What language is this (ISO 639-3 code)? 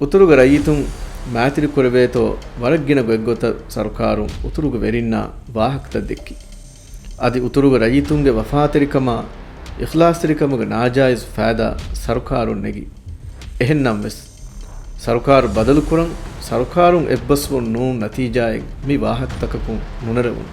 div